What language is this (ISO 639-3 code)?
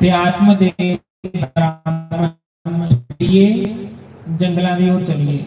doi